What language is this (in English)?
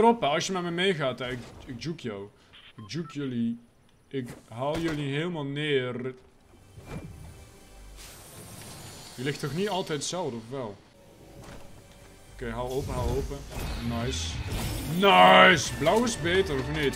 Dutch